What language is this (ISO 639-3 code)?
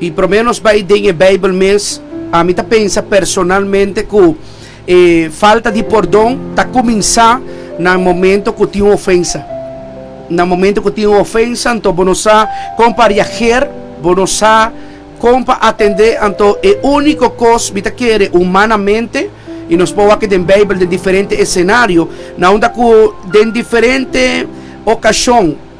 pap